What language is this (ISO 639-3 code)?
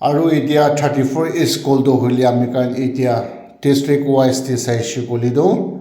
nag